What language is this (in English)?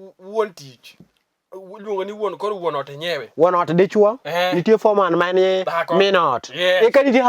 Luo (Kenya and Tanzania)